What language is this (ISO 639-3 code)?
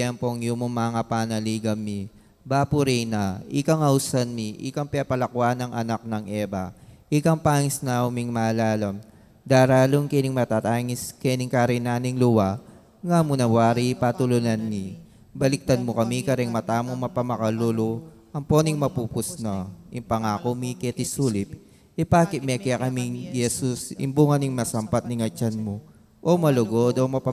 pam